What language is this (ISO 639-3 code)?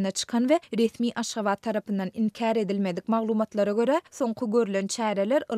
tuk